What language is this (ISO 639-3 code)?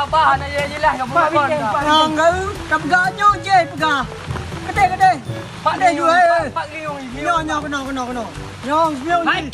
ace